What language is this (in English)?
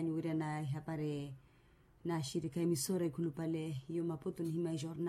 Makhuwa